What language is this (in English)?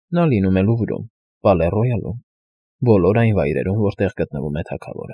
Armenian